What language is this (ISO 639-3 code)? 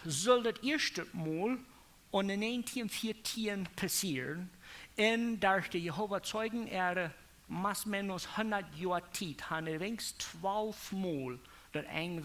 pdt